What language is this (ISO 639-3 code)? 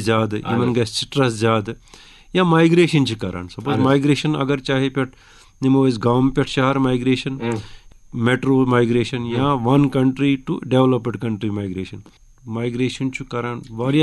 kas